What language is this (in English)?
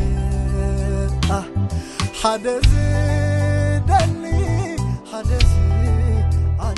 Tigrinya